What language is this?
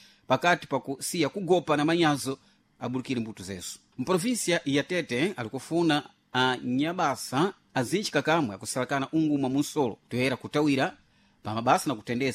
Sena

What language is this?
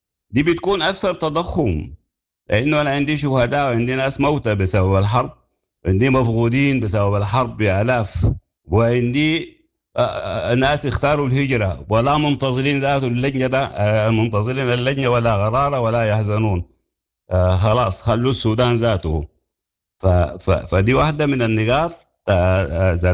Sudanese Arabic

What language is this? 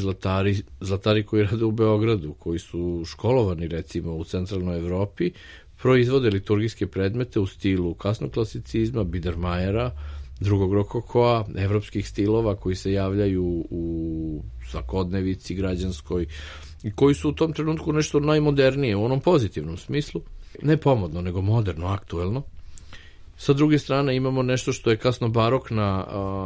Serbian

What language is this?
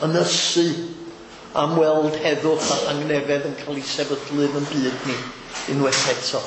Welsh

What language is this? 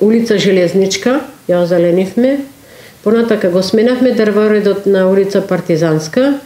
Macedonian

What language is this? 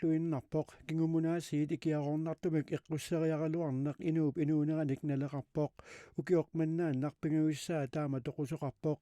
Kalaallisut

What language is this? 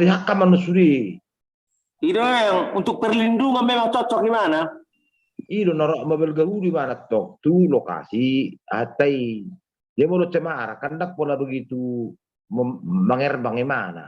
Batak Toba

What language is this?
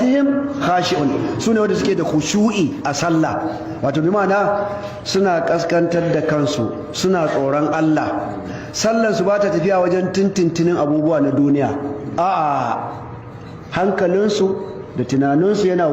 Hausa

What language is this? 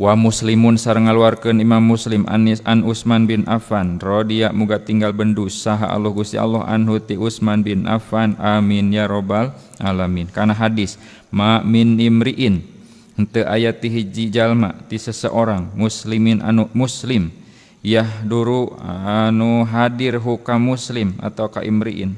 Sundanese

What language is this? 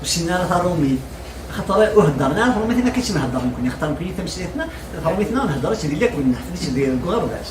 Kabyle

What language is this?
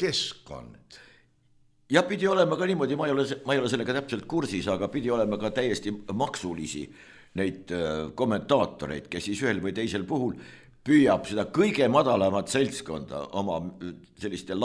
Estonian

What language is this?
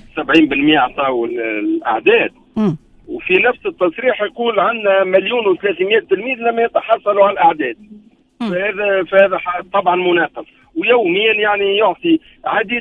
Tunisian Arabic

